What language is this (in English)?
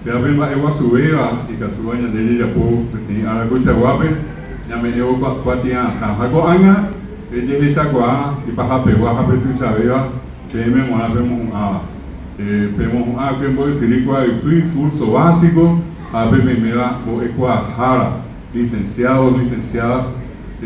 Guarani